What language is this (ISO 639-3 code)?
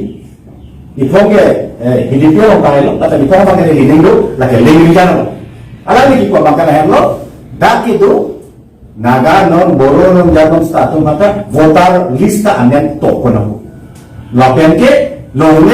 mjw